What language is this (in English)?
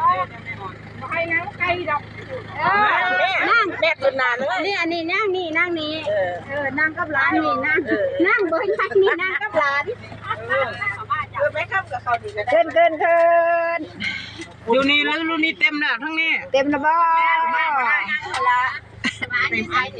Northeastern Thai